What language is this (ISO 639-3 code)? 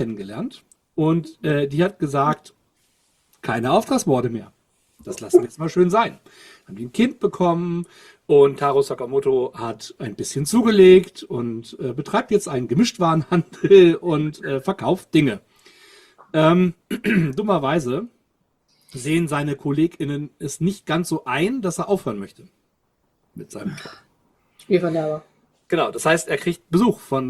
deu